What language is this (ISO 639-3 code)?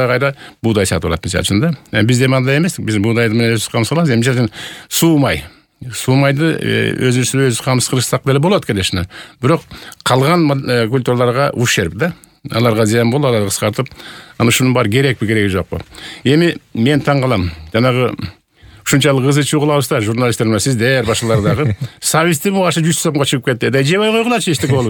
kir